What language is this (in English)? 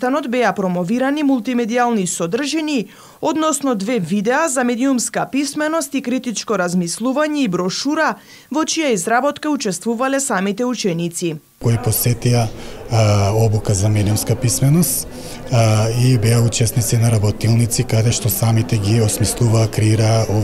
Macedonian